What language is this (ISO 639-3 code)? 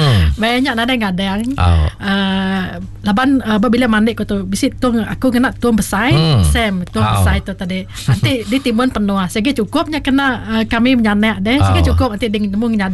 iba